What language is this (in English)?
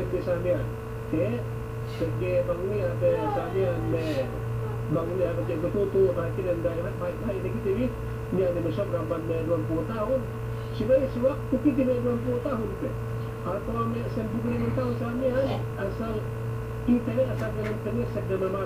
Yakan